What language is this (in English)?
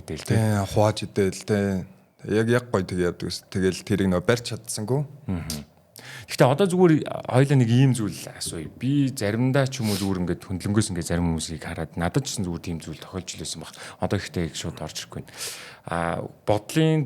Mongolian